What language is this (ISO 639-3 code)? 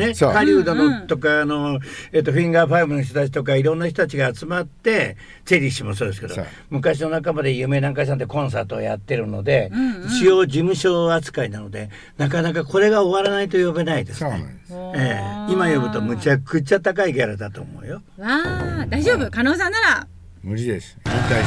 jpn